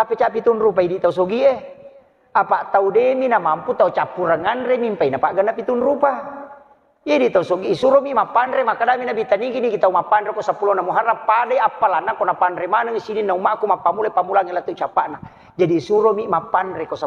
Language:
Buginese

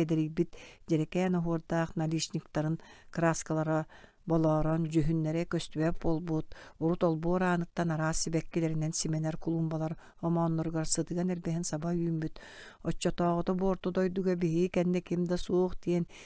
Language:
Yakut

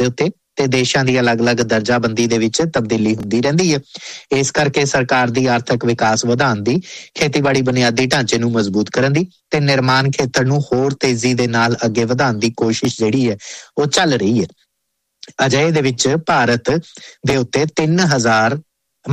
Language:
Punjabi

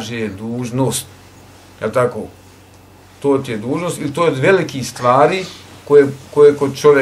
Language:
Bosnian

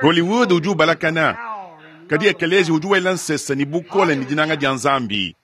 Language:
Luba-Lulua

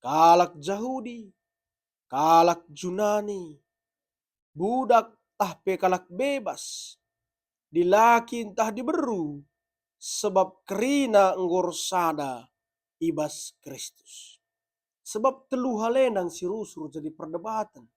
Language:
Batak Karo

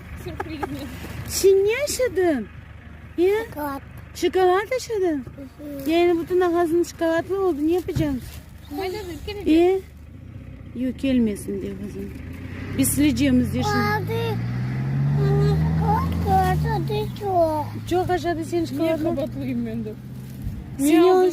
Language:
Crimean Tatar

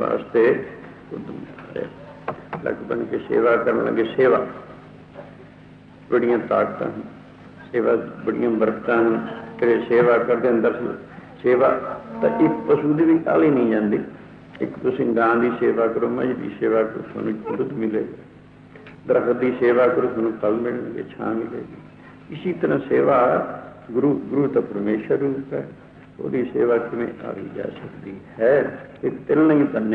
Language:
Punjabi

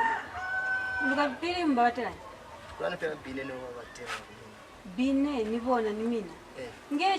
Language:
Lozi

